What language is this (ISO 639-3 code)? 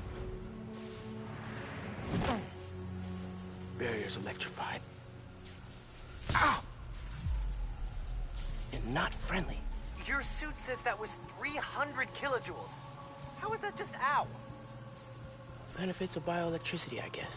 eng